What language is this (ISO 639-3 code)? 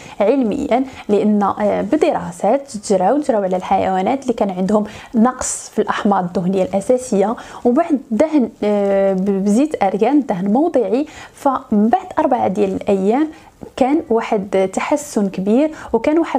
ary